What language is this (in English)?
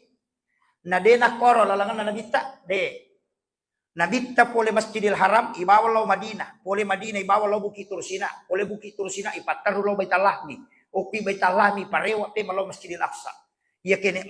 Buginese